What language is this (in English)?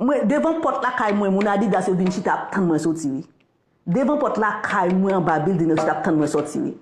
Haitian Creole